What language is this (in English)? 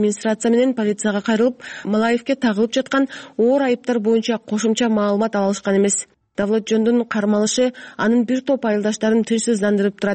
Kyrgyz